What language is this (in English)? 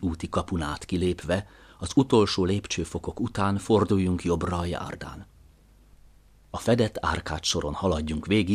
Hungarian